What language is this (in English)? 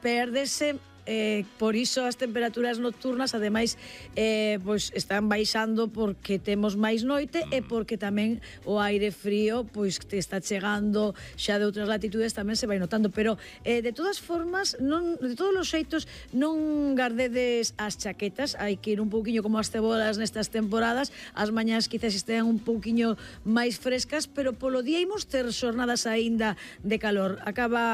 Galician